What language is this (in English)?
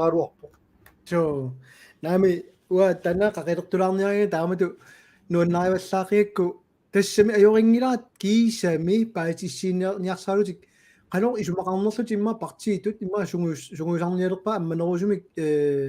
Kalaallisut